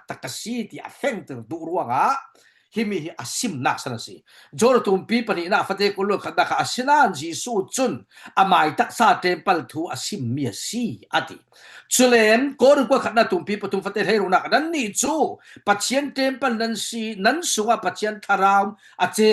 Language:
Falam Chin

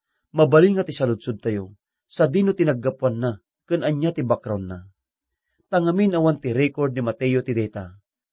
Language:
Iloko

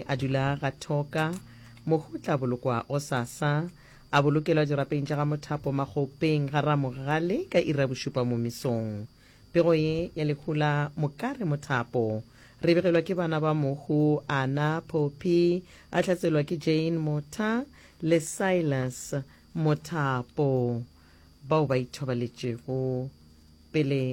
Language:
Northern Sotho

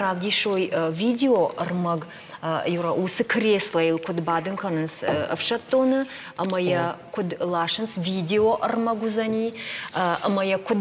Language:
Ossetic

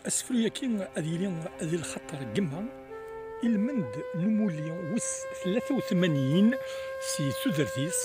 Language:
Kabyle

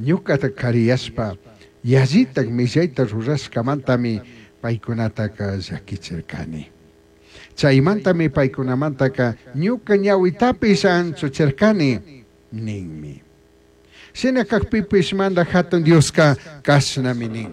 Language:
Chimborazo Highland Quichua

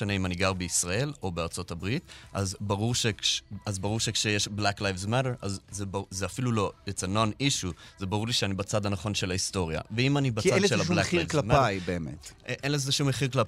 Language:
Hebrew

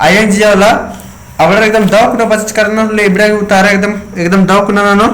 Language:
Kurukh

